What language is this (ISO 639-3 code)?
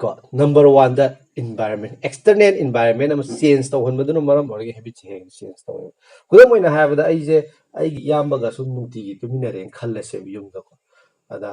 mni